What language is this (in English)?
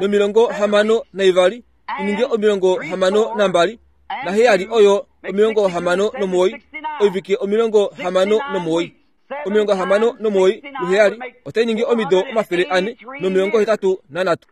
Kuanyama